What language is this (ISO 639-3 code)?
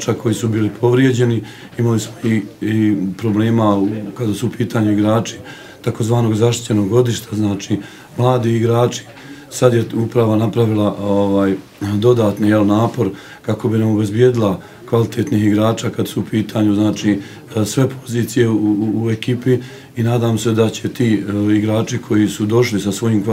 bos